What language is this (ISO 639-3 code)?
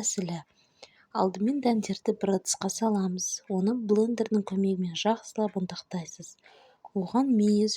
kaz